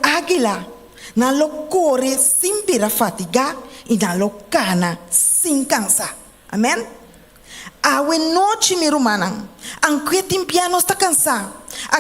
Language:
Papiamento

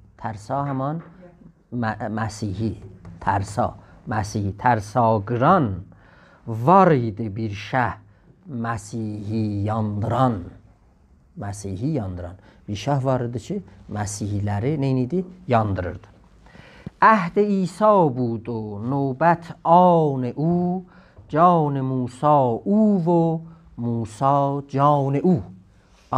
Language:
South Azerbaijani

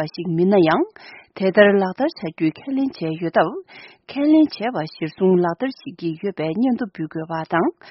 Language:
Tibetan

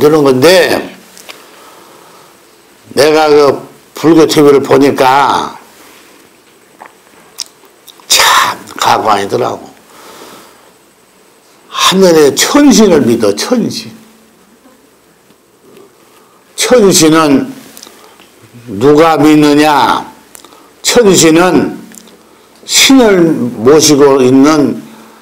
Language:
Korean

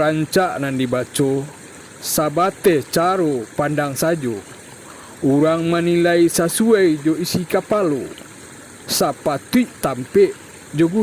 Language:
Minangkabau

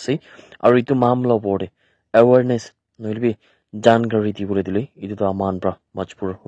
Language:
Naga Pidgin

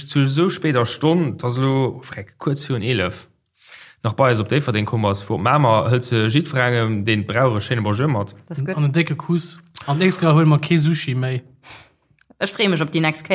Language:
Luxembourgish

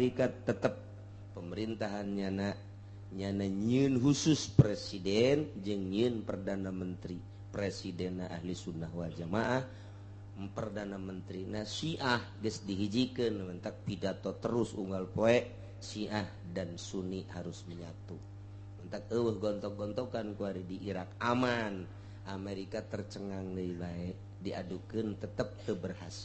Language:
Sundanese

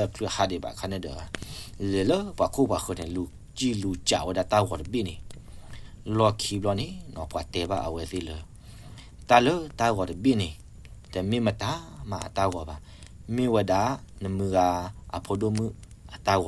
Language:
S'gaw Karen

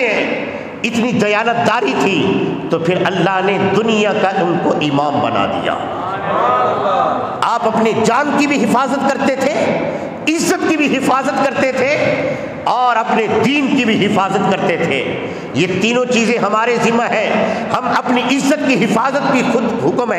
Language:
Urdu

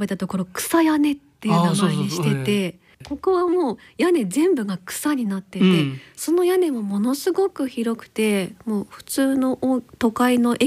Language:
Japanese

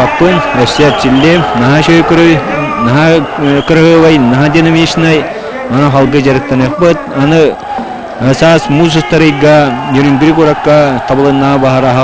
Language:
Yakut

